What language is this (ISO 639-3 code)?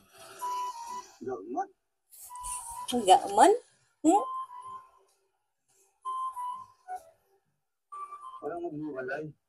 fil